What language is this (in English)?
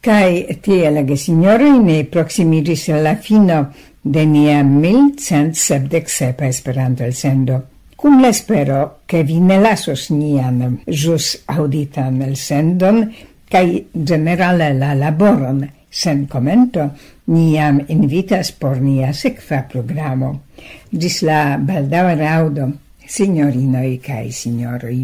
Esperanto